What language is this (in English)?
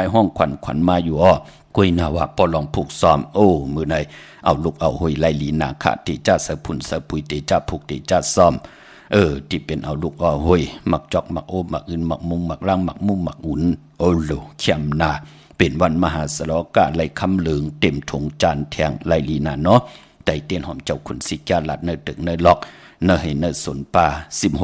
Shan